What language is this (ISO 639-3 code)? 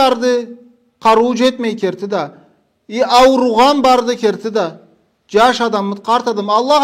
krc